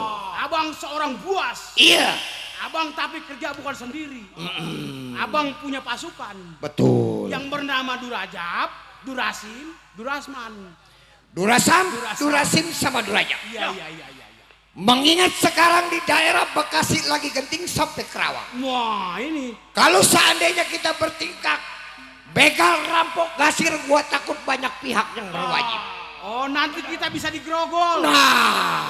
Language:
Betawi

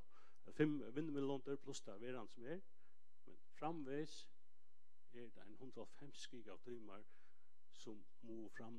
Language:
Faroese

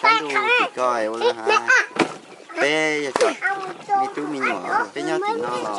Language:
Hmong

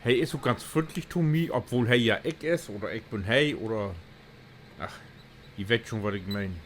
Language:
Low German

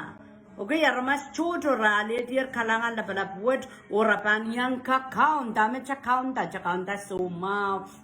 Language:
Pohnpeian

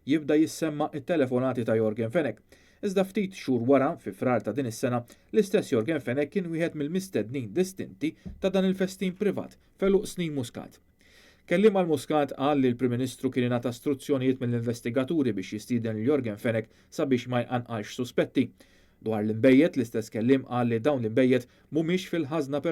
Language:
Maltese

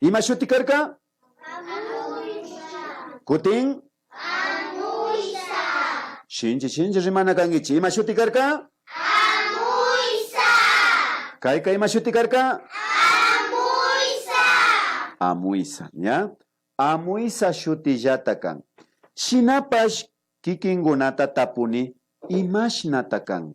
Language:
Imbabura Highland Quichua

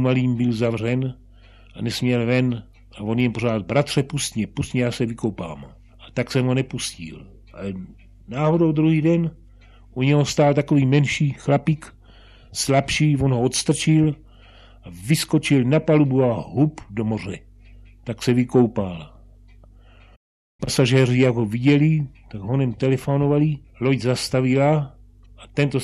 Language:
Czech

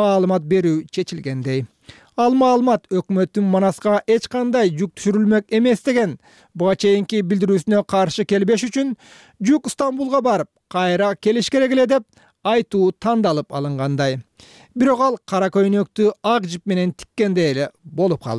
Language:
Kyrgyz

